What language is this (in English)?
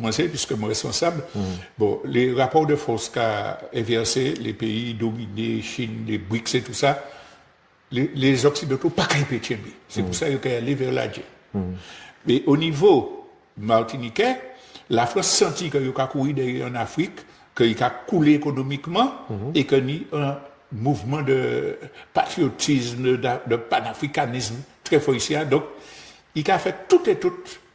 Guadeloupean Creole French